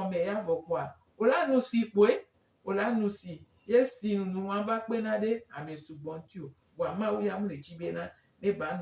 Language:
Gen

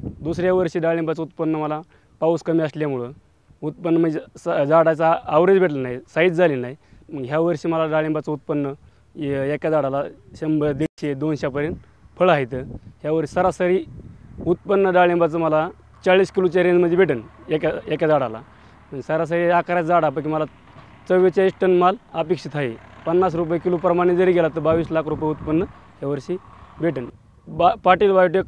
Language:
Marathi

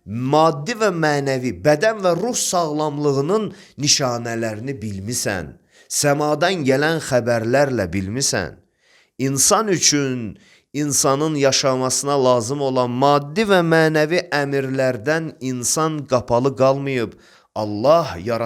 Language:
Azerbaijani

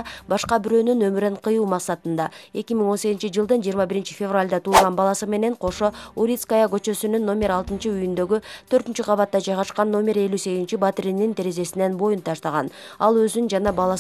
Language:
Kyrgyz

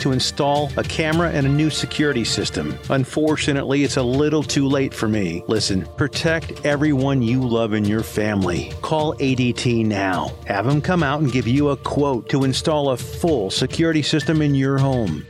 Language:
English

